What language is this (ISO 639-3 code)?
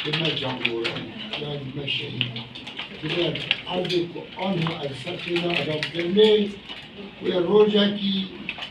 kur